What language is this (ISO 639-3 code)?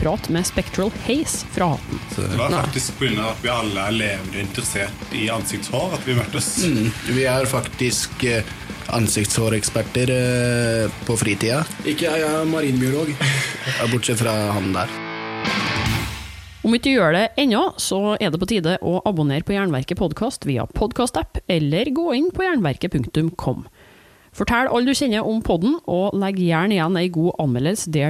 nor